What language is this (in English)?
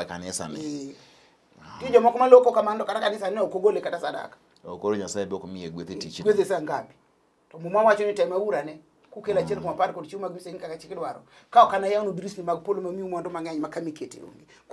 Luo (Kenya and Tanzania)